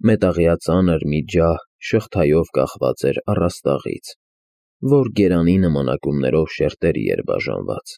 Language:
Armenian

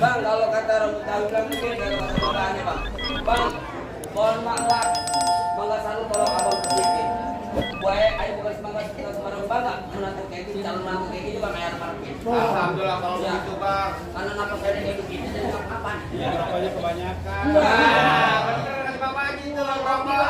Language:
Betawi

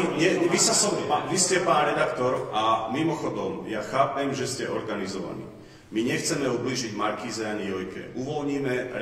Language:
Slovak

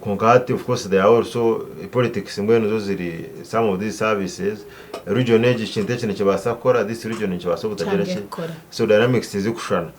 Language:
Nyankole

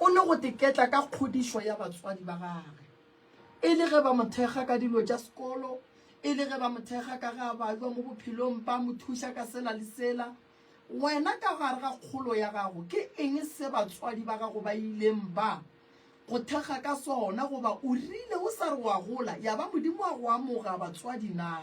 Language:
Northern Sotho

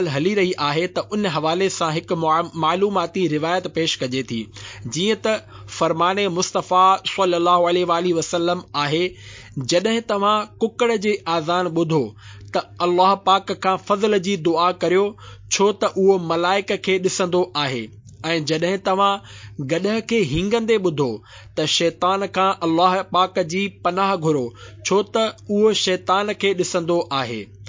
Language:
Sindhi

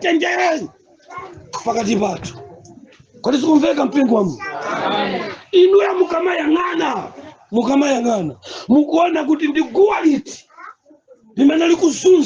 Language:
Nyanja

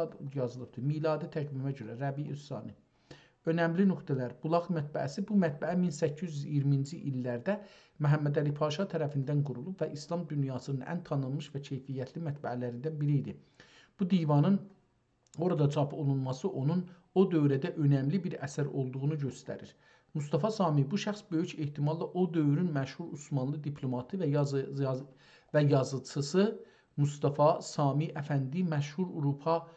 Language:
South Azerbaijani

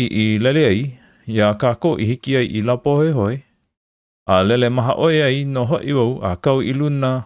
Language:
Hawaiian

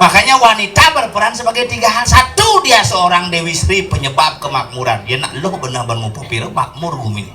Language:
Balinese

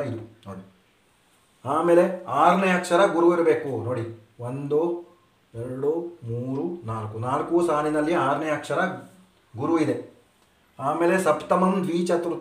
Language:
Kannada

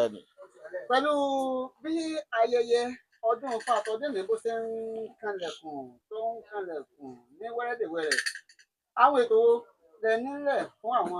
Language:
Yoruba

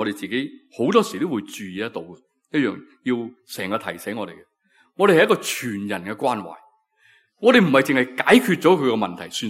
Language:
Cantonese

